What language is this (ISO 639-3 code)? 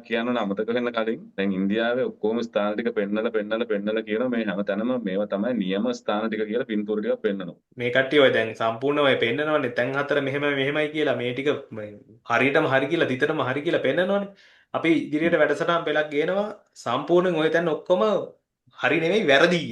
sin